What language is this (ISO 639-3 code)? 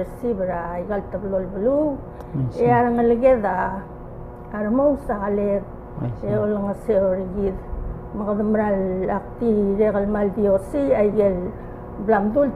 pau